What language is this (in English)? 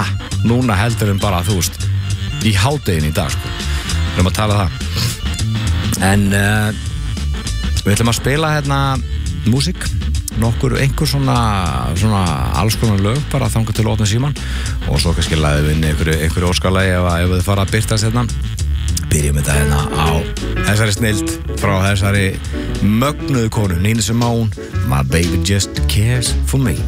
Icelandic